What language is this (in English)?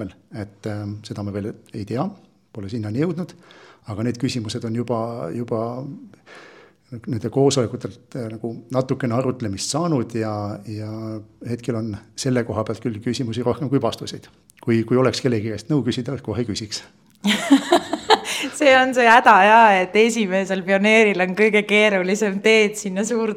Estonian